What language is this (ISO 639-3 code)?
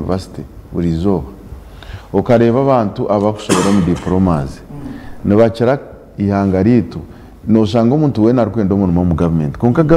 nyn